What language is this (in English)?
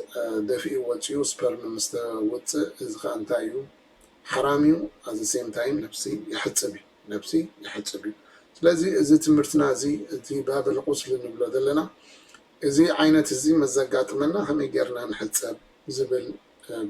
Tigrinya